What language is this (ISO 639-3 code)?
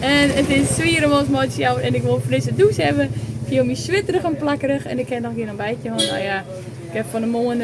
fry